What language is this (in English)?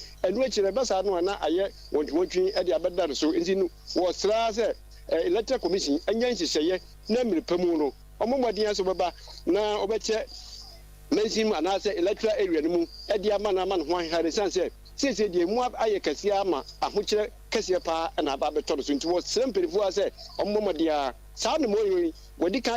Akan